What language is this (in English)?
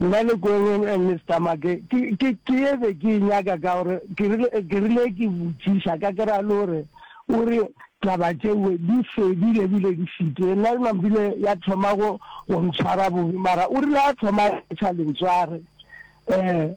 Northern Sotho